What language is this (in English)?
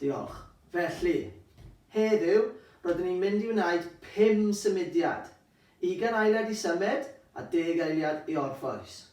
Welsh